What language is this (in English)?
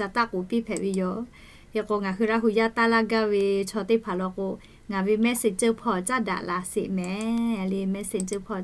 Lahu